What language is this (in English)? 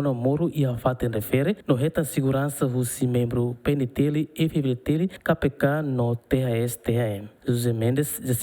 Tetum